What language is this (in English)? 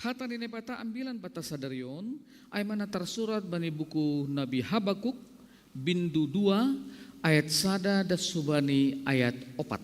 Batak Simalungun